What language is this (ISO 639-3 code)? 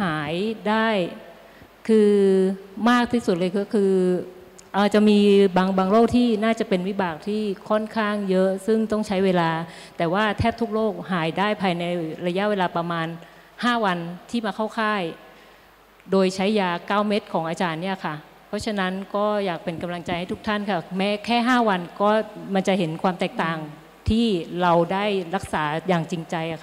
tha